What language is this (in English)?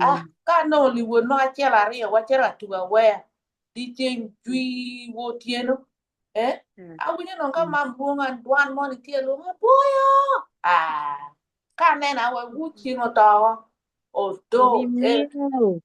Acoli